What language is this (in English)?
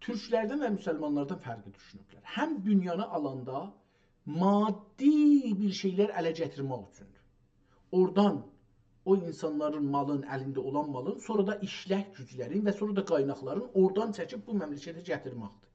South Azerbaijani